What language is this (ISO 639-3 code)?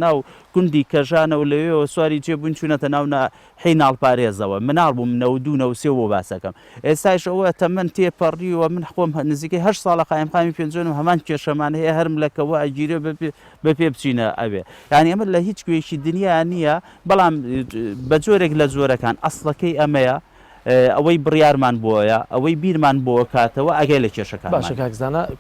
ckb